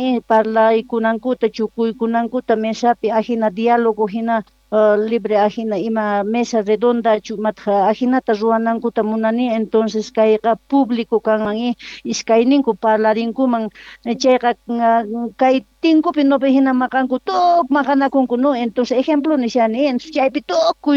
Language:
South Bolivian Quechua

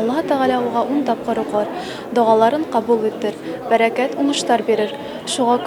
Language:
Bashkir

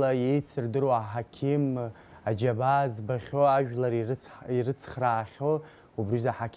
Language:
Abkhazian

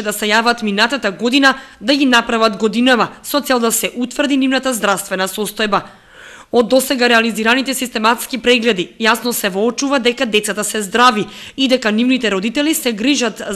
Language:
Macedonian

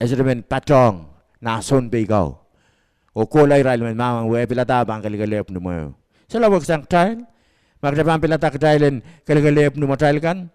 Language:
Pohnpeian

